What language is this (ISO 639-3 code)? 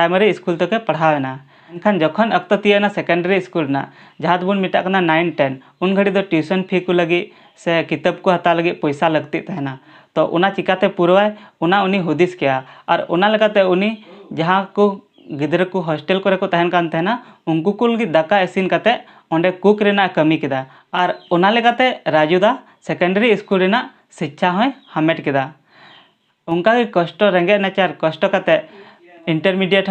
sat